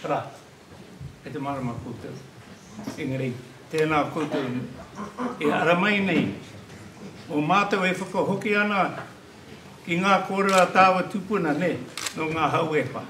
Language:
Māori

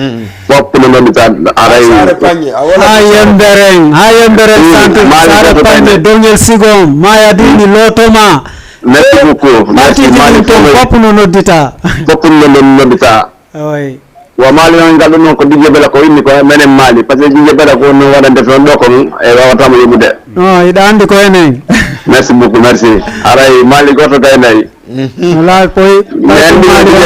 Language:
Fula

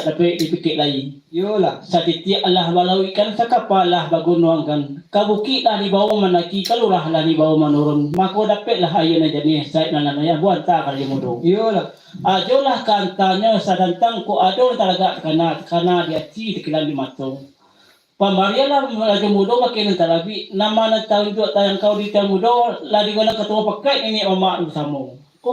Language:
Minangkabau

